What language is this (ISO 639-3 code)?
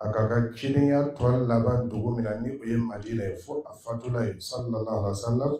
dyu